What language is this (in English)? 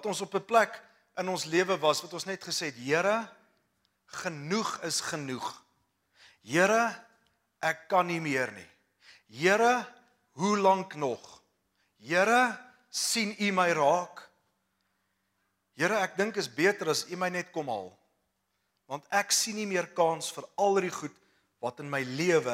Afrikaans